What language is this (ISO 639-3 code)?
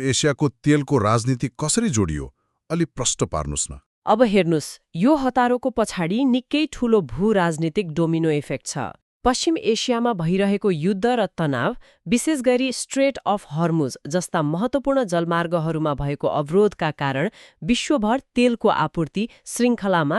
nep